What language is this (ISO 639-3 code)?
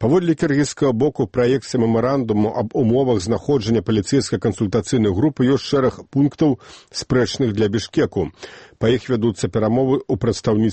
bel